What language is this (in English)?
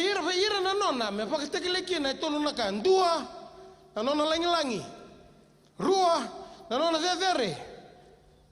Fijian